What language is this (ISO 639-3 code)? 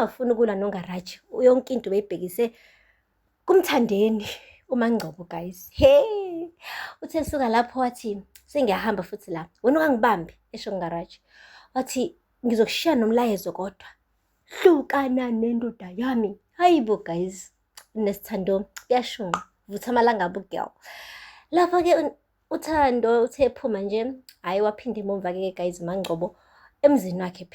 zul